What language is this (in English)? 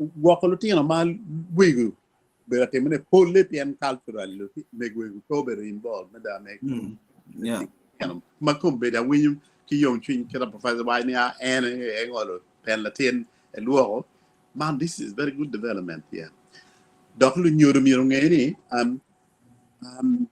Acoli